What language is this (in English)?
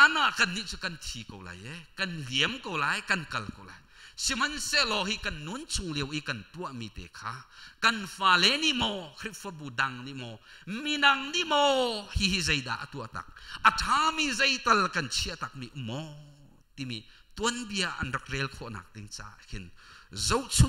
Hakha Chin